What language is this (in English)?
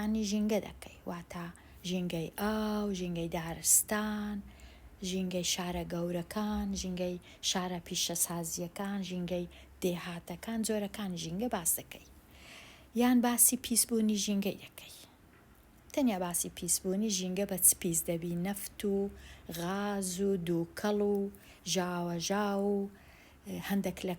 Central Kurdish